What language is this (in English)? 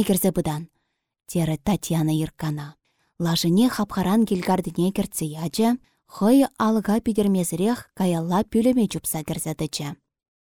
Chuvash